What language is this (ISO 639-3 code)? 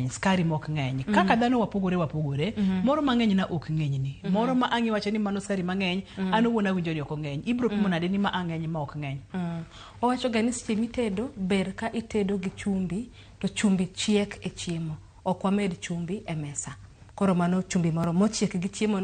luo